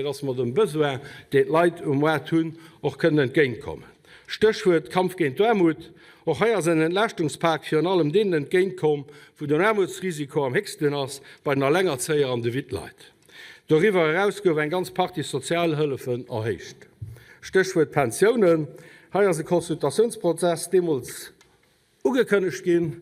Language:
Luxembourgish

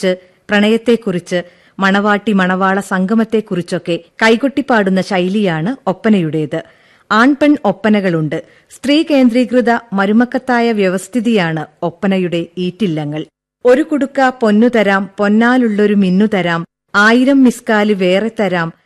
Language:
Malayalam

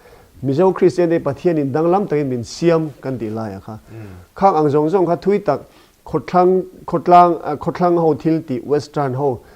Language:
Mizo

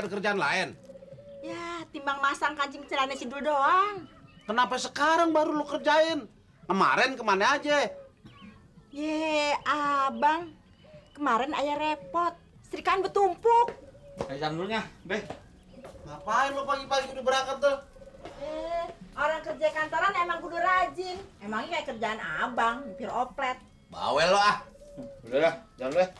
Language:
Betawi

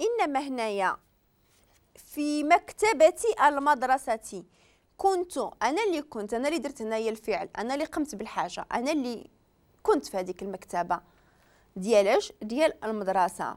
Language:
Moroccan Arabic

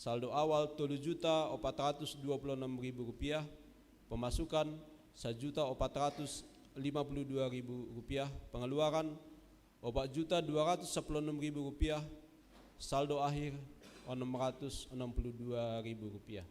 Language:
Batak Simalungun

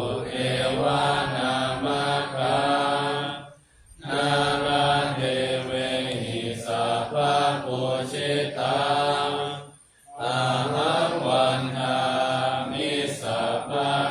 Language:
Pali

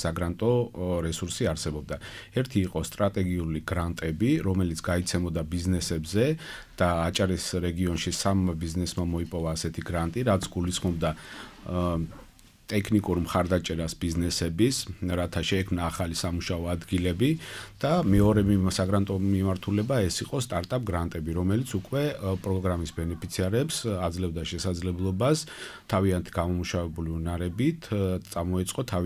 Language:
Georgian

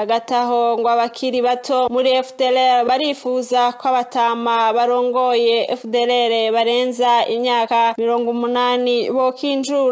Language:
Kinyarwanda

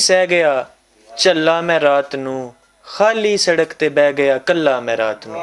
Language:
Western Panjabi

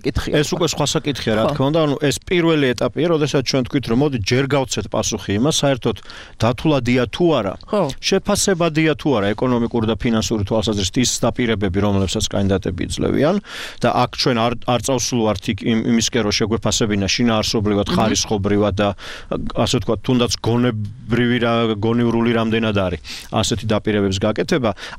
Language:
Georgian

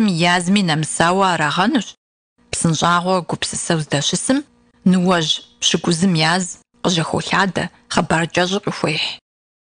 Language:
Kabardian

